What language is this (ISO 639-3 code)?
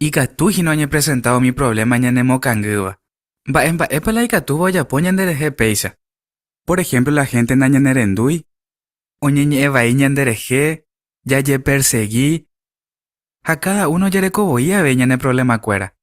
grn